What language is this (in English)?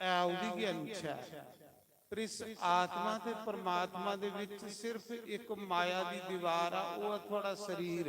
Dogri